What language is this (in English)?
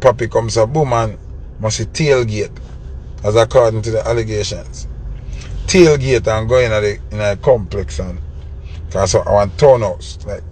Jamaican Creole English